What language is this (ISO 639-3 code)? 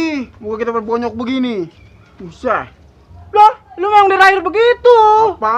bew